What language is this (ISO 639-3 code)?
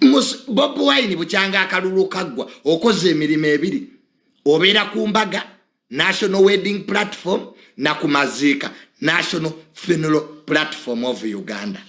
lug